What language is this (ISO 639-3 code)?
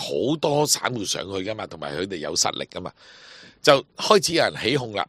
yue